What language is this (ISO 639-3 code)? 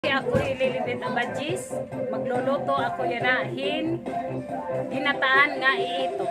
war